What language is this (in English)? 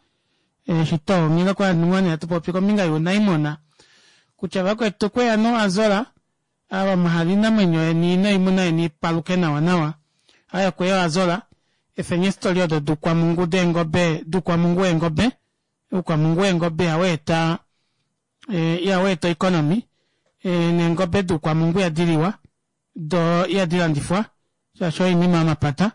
Kuanyama